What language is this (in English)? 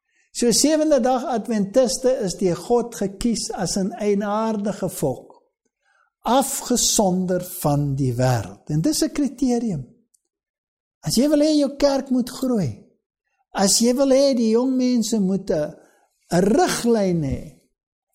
Afrikaans